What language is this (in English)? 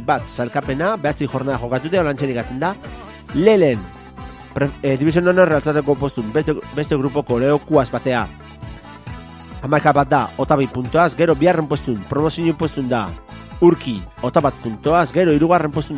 Basque